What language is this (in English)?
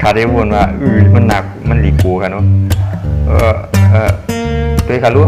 Shan